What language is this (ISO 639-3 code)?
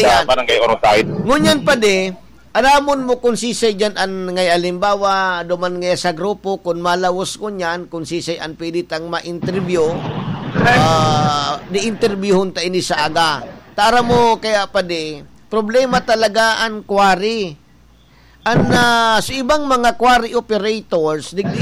bik